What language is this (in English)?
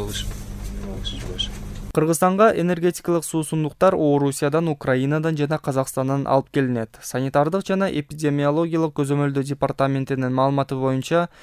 Kyrgyz